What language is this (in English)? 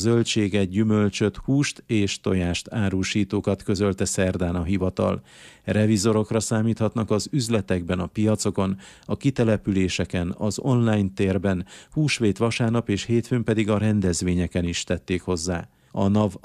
Hungarian